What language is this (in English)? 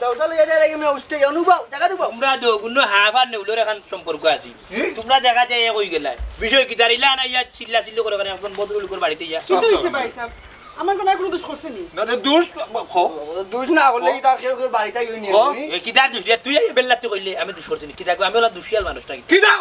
Sylheti